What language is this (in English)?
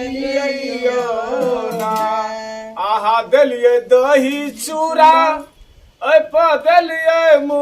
Maithili